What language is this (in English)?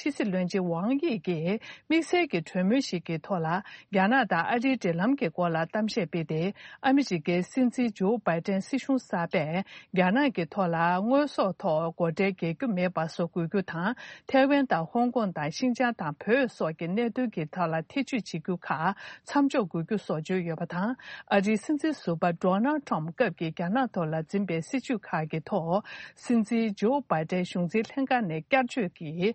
Tibetan